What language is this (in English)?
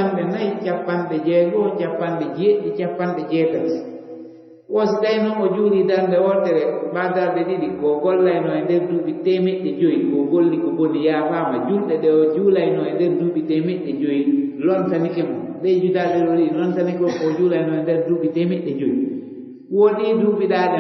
Fula